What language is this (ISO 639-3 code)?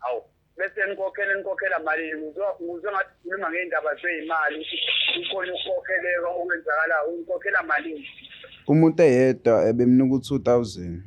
zul